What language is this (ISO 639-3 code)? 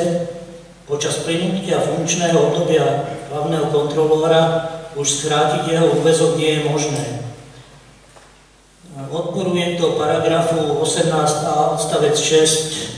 slk